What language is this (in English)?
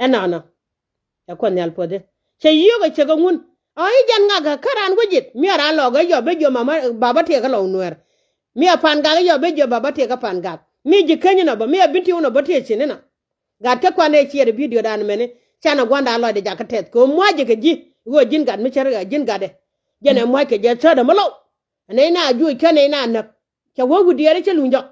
Nuer